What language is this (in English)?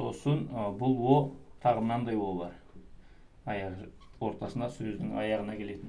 Kazakh